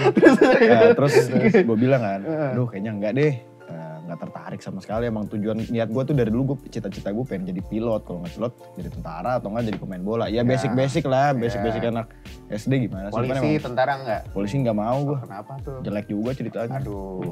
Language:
Indonesian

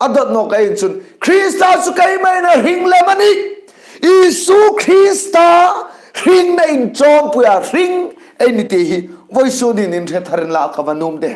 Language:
Hmar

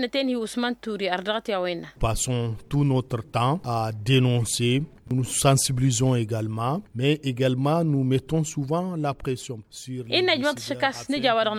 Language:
Tamasheq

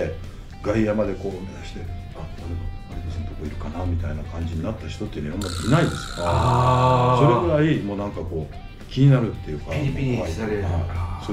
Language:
Japanese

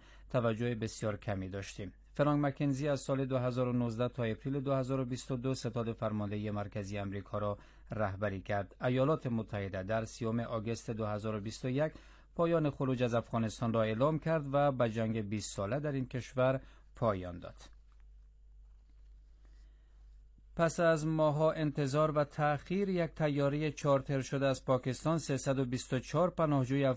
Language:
Persian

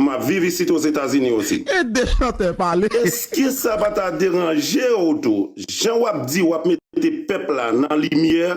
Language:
Haitian Creole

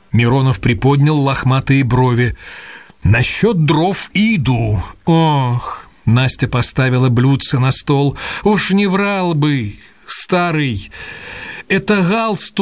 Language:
Russian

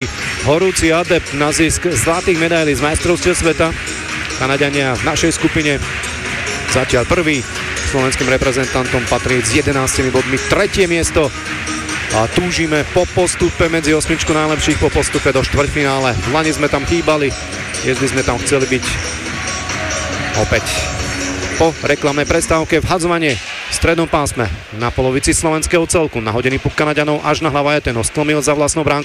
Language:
Slovak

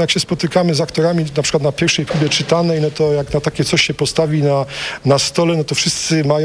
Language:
Polish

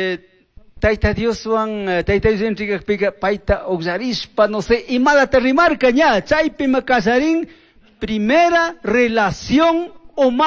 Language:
Chimborazo Highland Quichua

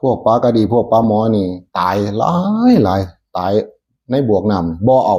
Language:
Northeastern Thai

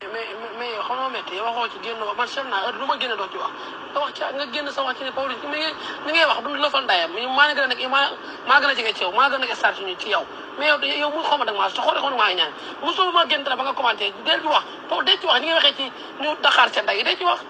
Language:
Wolof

